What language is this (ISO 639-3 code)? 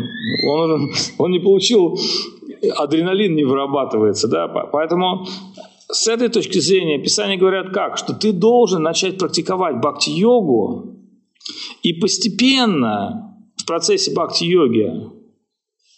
rus